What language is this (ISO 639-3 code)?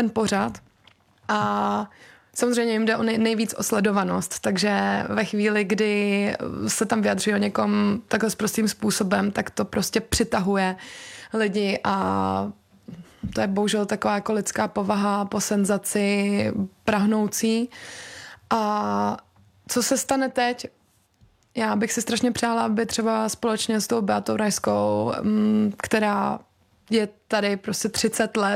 ces